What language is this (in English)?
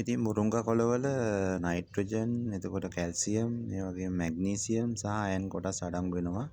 Sinhala